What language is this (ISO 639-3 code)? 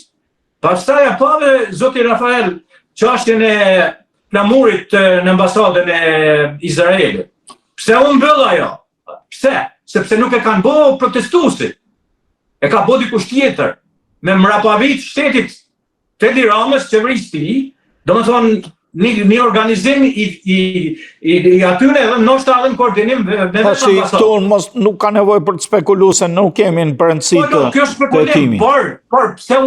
sqi